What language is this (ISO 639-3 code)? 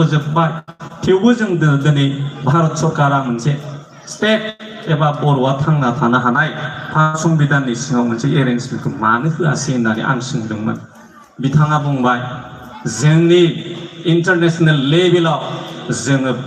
brx